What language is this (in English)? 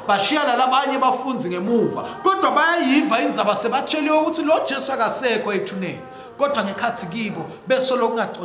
Swati